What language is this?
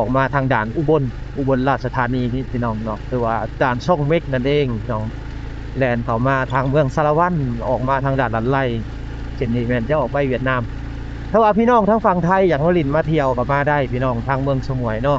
Lao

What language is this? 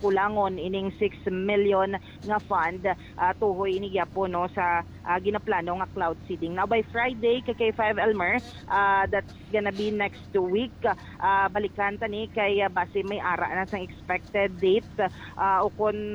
Hiligaynon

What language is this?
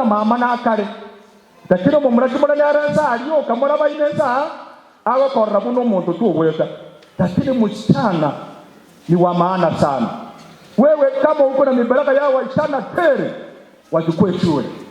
Gusii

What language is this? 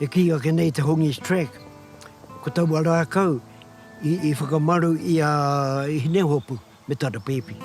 Māori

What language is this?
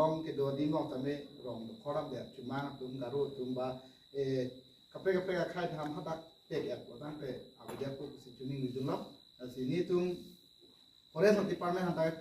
Karbi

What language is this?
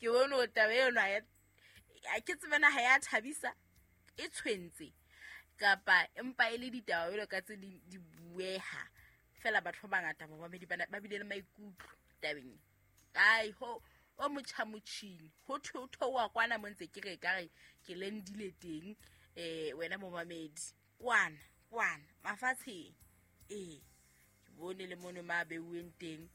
Southern Sotho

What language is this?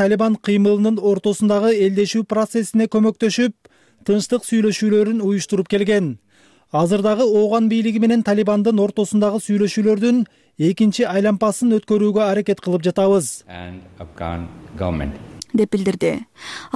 Kyrgyz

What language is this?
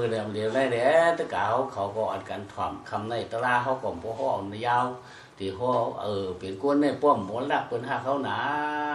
Shan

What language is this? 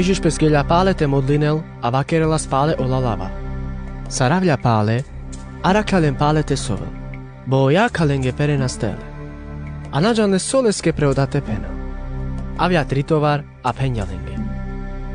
Carpathian Romani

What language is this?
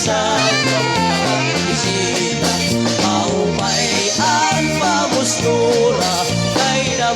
Waray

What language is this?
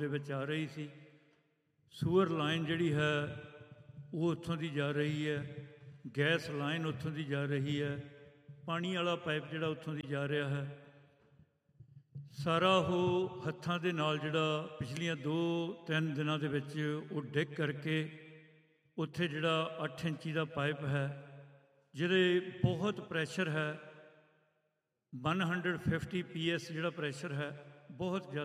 Punjabi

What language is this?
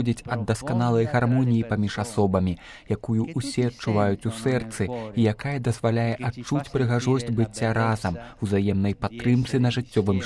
Belarusian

